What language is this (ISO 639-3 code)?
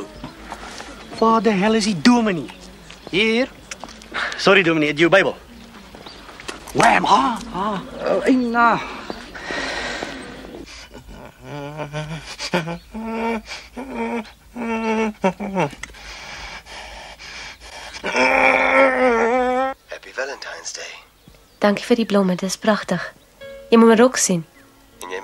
afr